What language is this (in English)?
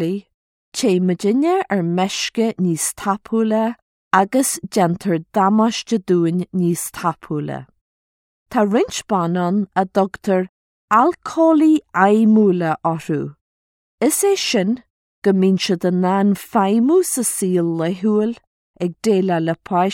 Irish